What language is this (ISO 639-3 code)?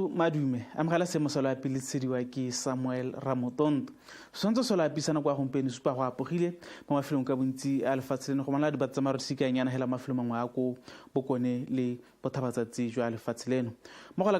tsn